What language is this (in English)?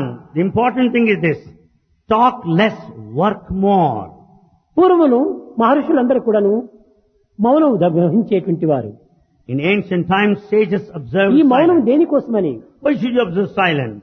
Telugu